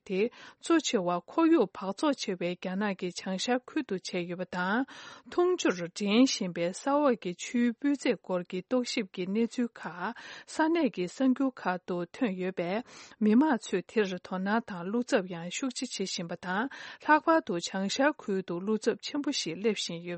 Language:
Tibetan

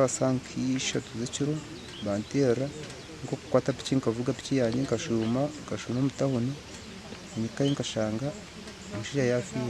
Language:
Nyankole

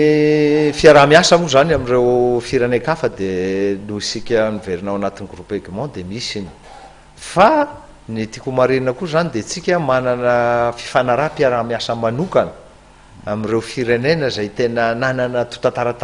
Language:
Malagasy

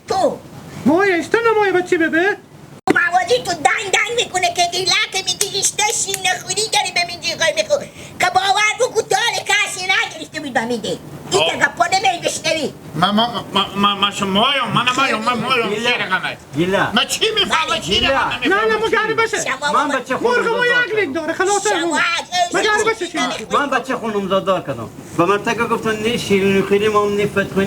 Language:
Hazaragi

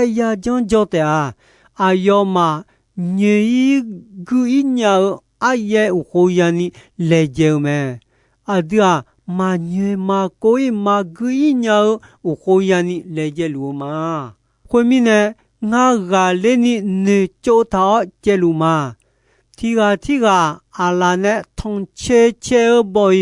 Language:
Akha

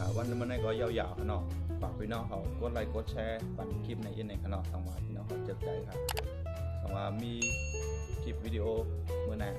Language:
Shan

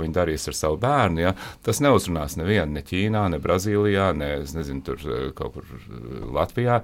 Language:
Latvian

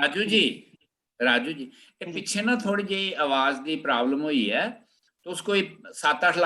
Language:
Dogri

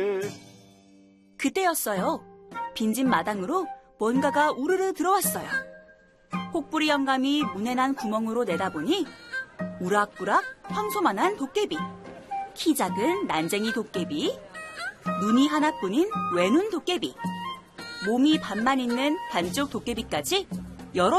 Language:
Korean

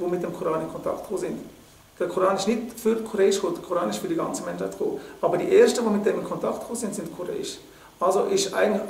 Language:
Swiss German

